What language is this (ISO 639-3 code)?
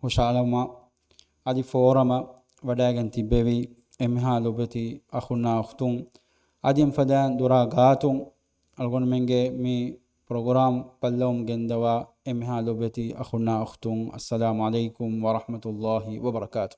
div